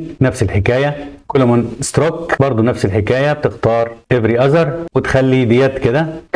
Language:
Egyptian Arabic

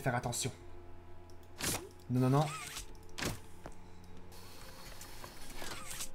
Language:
French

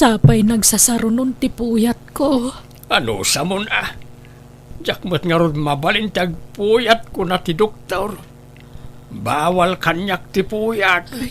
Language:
Iloko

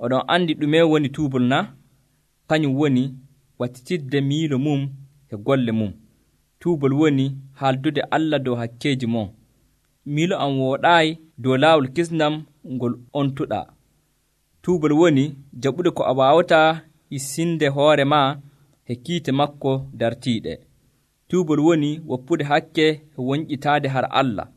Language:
Nigerian Fulfulde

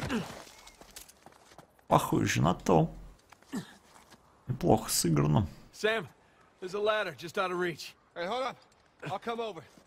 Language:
Russian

